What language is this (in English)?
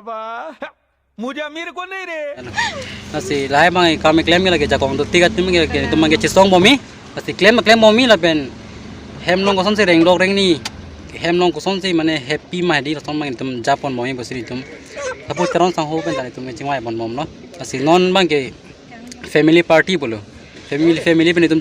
Karbi